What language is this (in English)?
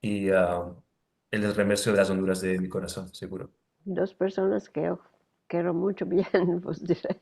Ladino